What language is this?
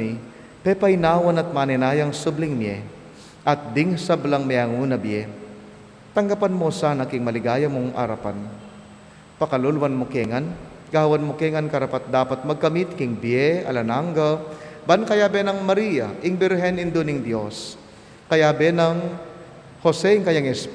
Pampanga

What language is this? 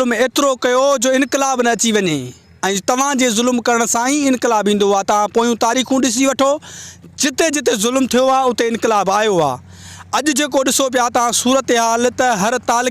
Sindhi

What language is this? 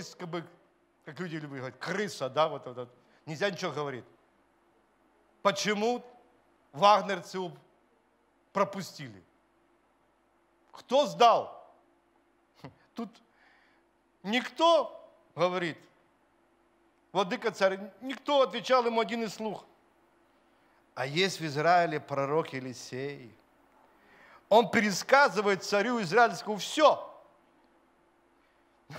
Russian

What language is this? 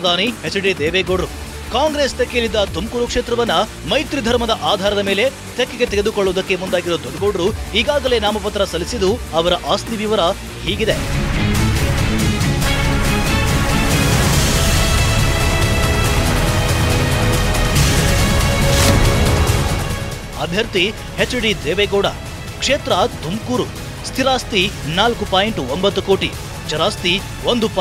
Kannada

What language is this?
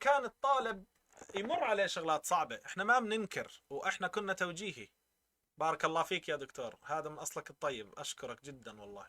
North Levantine Arabic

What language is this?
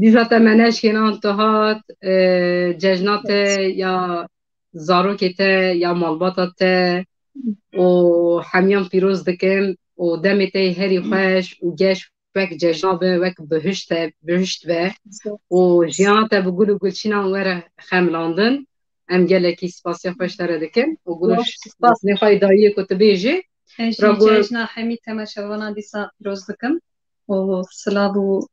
Kurdish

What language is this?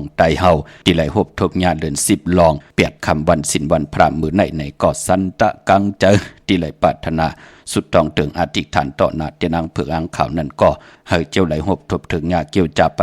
Shan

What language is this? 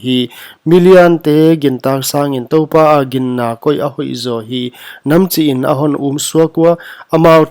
Paite Chin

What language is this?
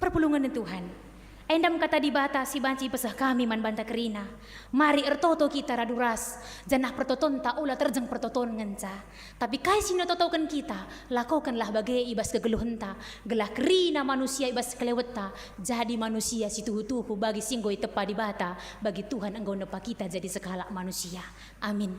Batak Karo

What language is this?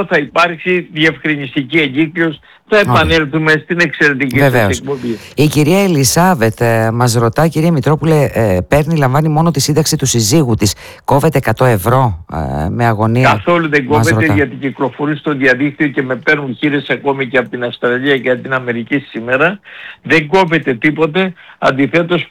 Greek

